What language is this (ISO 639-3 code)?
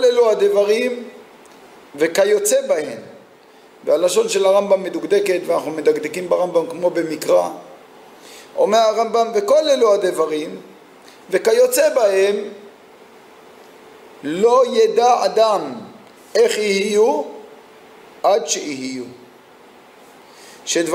heb